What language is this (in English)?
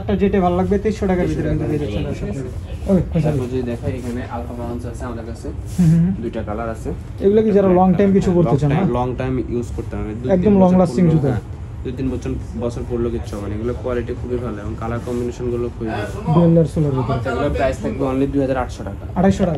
Bangla